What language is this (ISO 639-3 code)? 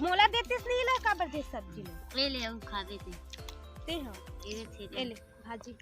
hne